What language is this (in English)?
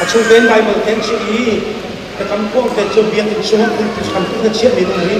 Hakha Chin